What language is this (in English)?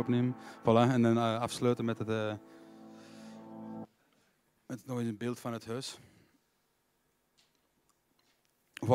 Dutch